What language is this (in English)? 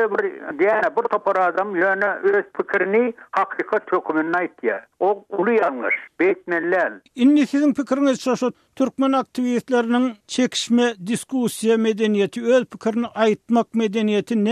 Turkmen